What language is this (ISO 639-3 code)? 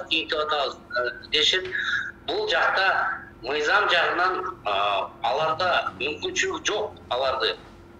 kir